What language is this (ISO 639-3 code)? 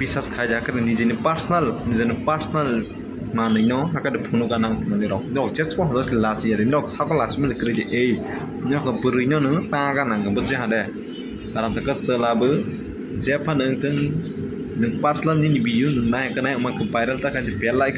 trp